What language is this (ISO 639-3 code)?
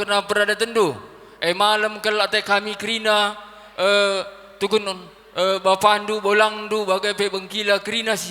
btx